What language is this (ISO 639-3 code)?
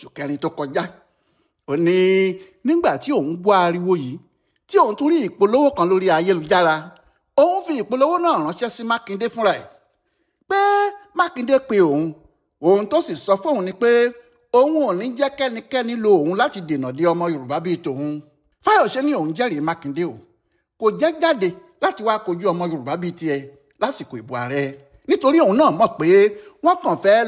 yor